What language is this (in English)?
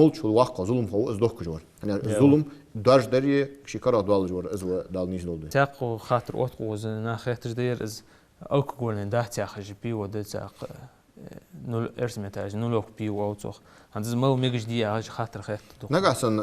Ingush